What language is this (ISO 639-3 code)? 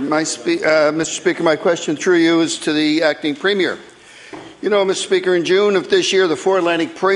eng